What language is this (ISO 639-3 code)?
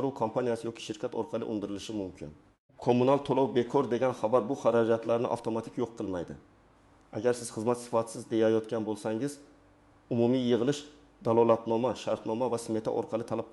uzb